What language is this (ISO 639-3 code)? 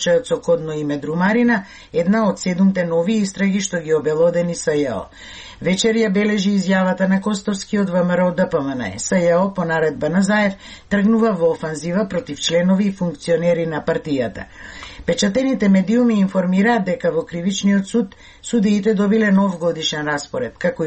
mkd